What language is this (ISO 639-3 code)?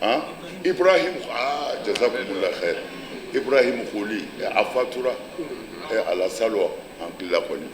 bam